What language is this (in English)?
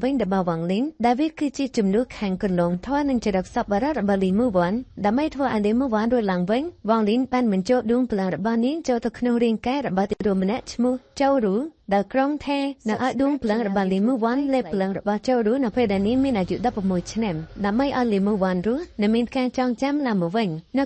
Khmer